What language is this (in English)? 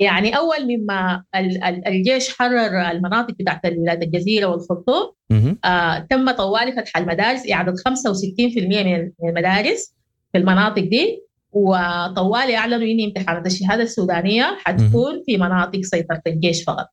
Sudanese Arabic